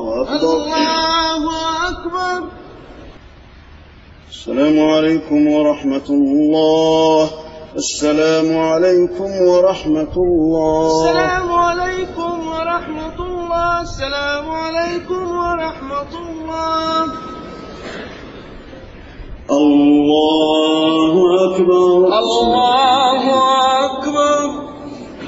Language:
Arabic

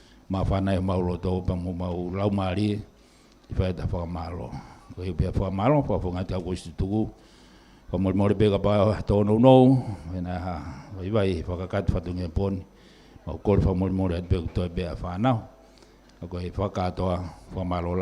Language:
Tongan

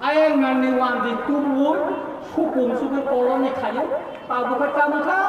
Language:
Kok Borok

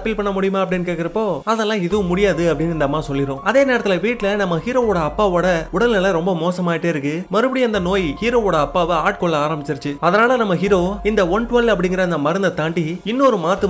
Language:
Tamil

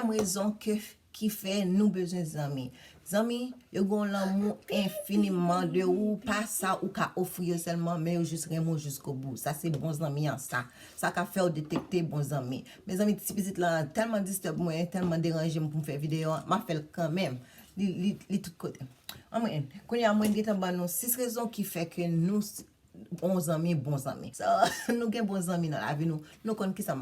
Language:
Haitian Creole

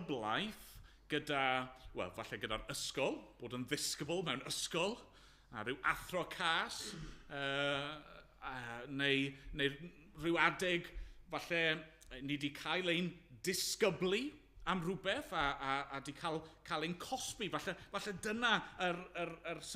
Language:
Welsh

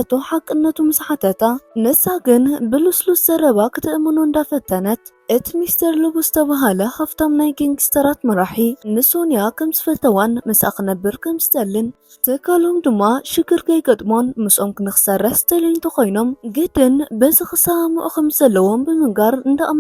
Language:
Tigrinya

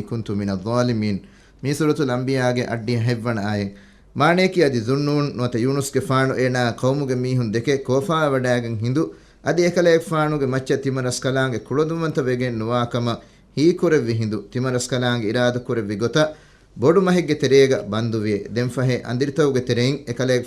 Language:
Divehi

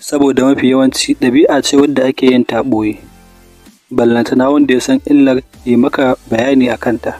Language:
Hausa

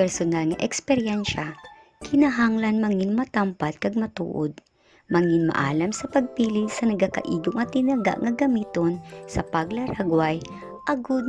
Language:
Hiligaynon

